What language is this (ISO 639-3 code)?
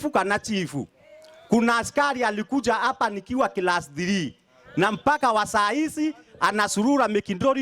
mer